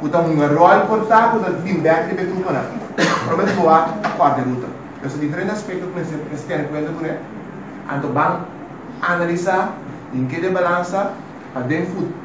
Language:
Papiamento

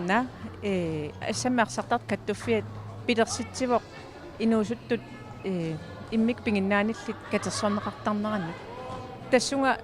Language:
Kalaallisut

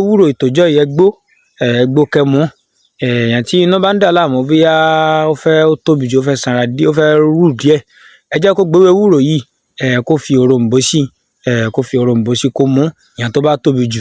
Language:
Yoruba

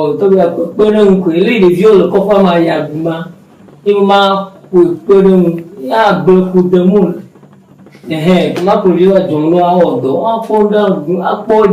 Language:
Ewe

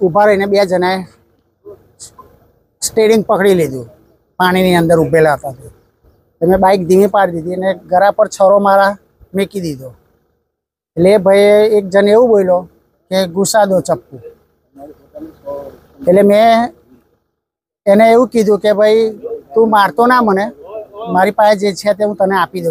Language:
Gujarati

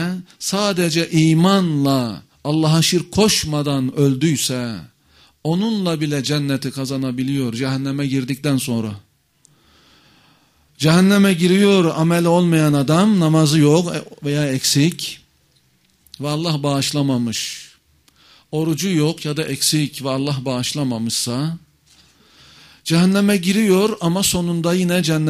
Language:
Turkish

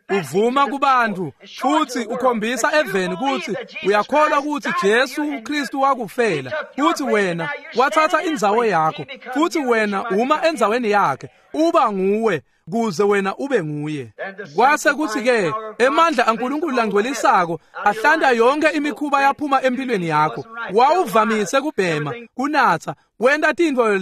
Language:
Swati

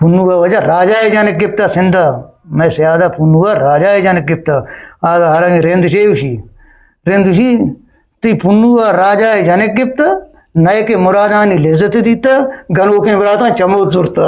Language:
Eastern Balochi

